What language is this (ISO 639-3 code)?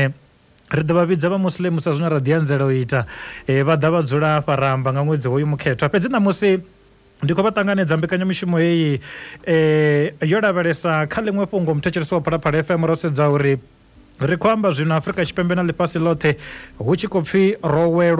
ven